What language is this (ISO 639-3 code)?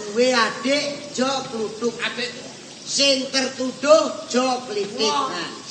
jav